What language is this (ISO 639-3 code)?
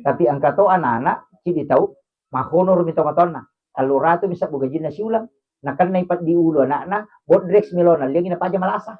bug